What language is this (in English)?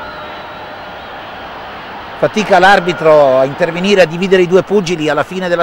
Italian